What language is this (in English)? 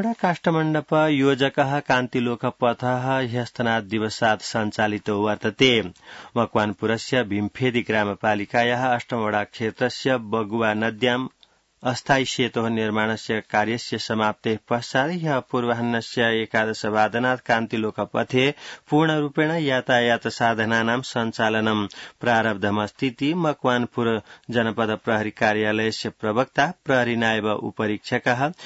Sanskrit